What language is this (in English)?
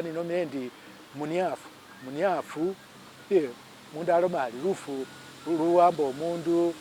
Masaaba